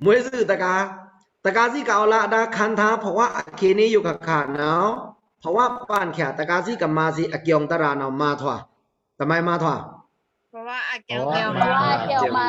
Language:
Pa'o Karen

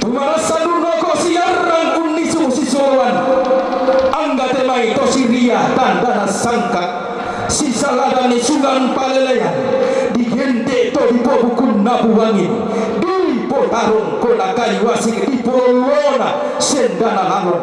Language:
Toraja-Sa'dan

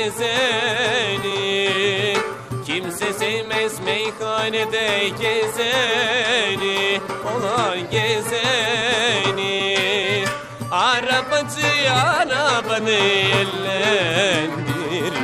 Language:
Turkish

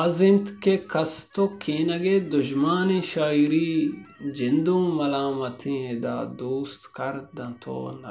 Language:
Baluchi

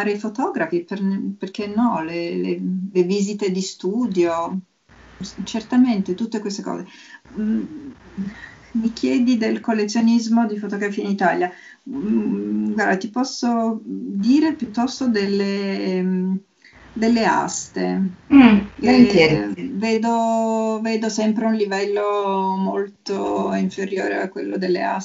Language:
Italian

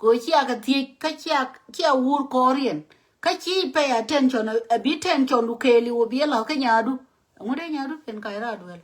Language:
Nuer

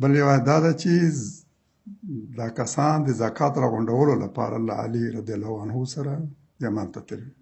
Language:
Pashto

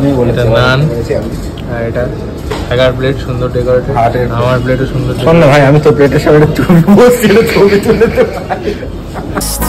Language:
Bangla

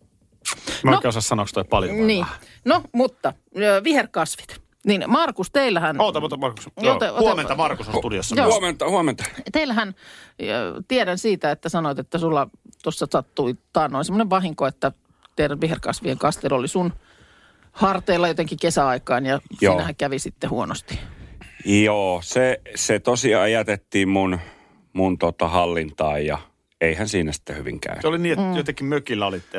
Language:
Finnish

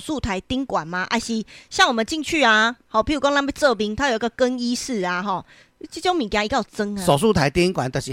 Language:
Min Nan Chinese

